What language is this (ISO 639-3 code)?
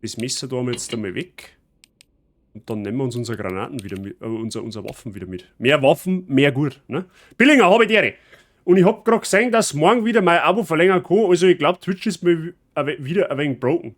bar